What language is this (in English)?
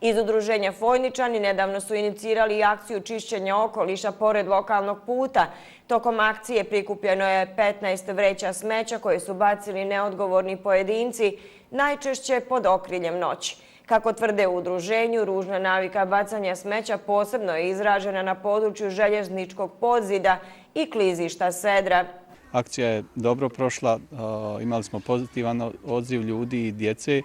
Bosnian